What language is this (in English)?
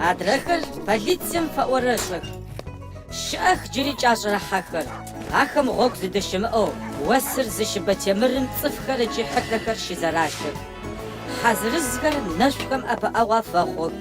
Adyghe